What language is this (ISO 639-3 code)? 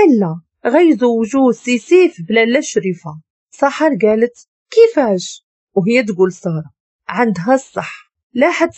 ary